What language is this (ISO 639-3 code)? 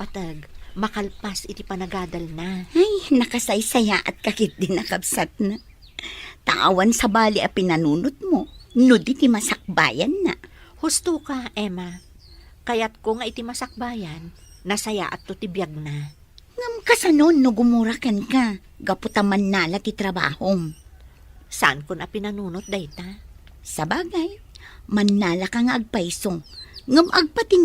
ilo